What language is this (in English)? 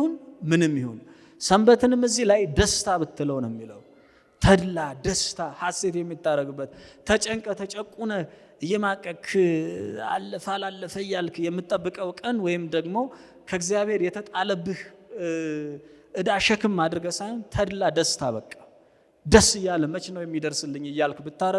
Amharic